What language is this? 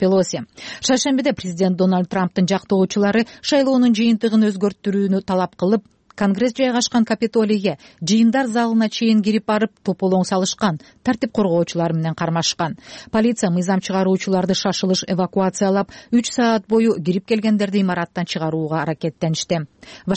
Kyrgyz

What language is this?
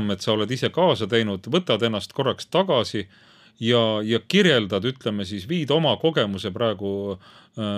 Estonian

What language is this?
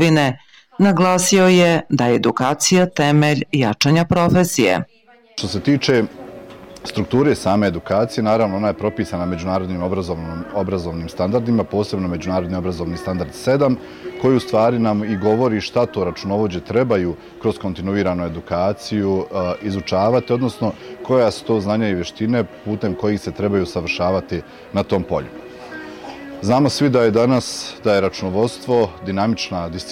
Bosnian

